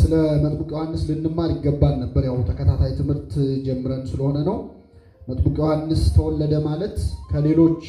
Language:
Amharic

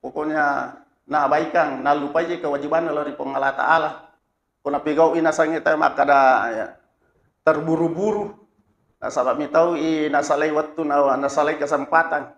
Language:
Buginese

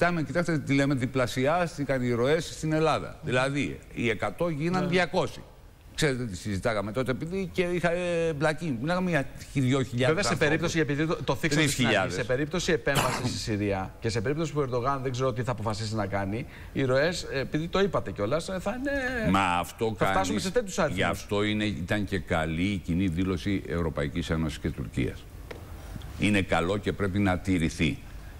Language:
Greek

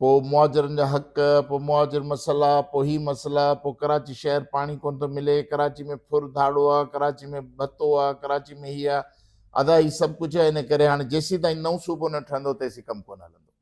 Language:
Sindhi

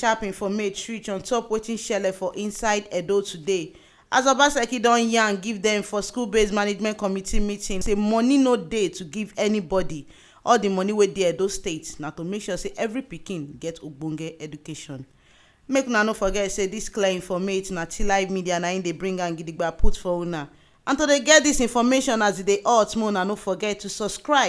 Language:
Nigerian Pidgin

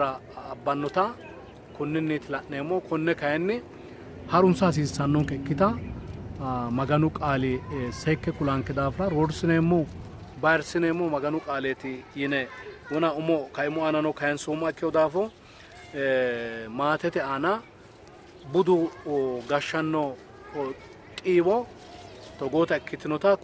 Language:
Sidamo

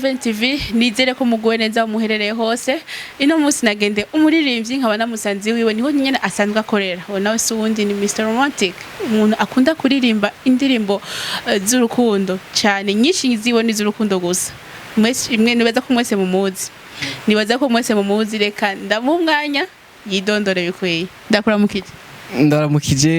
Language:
Rundi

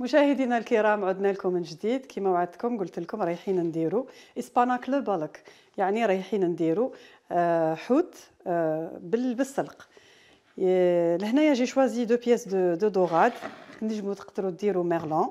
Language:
Algerian Arabic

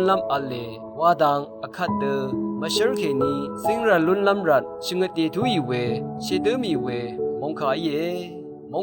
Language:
Rawang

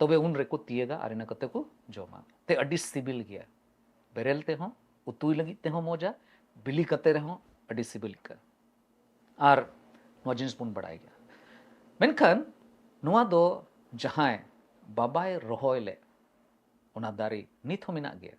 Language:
Santali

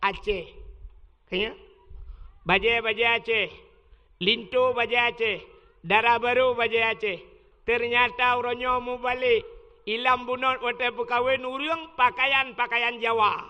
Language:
Achinese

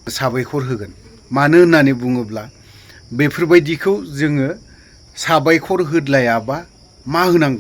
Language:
Bodo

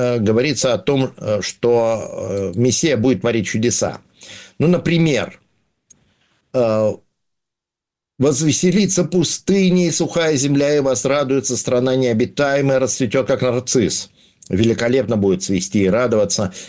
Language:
Russian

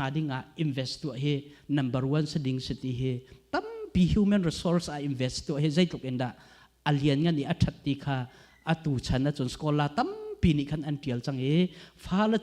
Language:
Hakha Chin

